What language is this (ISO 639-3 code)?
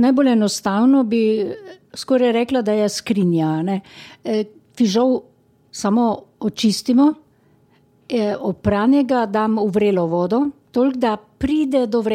slv